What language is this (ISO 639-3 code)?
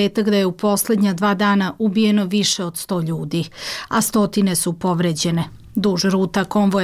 bos